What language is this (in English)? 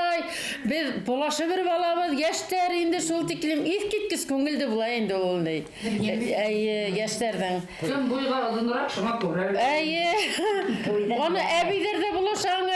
Bashkir